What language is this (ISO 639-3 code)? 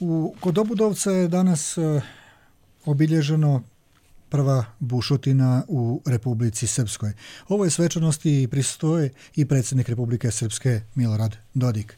hrv